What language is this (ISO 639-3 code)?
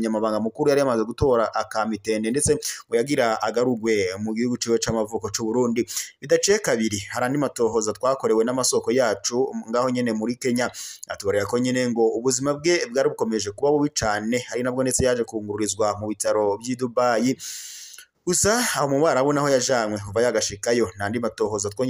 run